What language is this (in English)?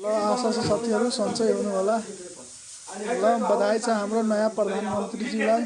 Nepali